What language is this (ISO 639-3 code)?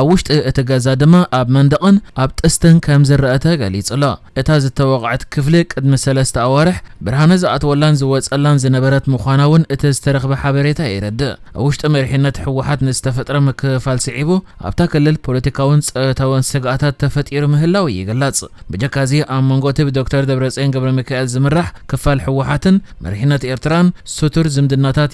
tir